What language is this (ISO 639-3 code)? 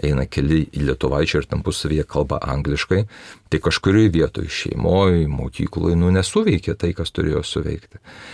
lit